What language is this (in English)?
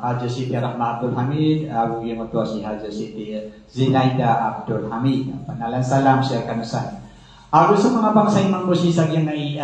Maranao